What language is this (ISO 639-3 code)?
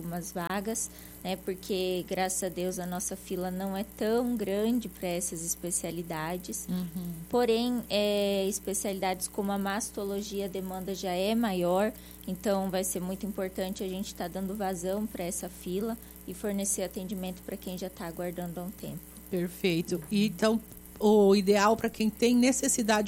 por